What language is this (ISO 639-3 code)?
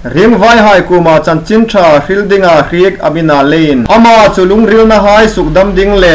hmr